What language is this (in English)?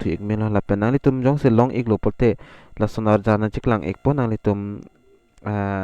Karbi